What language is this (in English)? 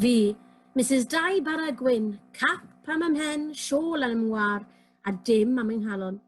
Welsh